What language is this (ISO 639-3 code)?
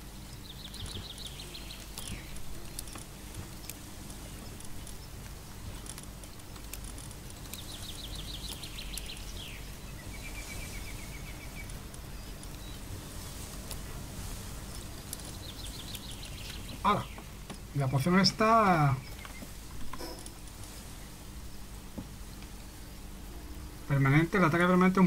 spa